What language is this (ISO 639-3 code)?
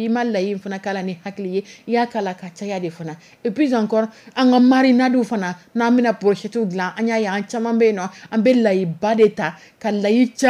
dyu